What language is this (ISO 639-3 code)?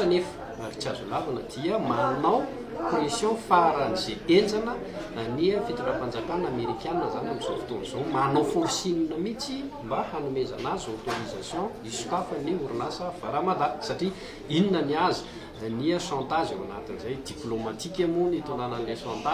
mlg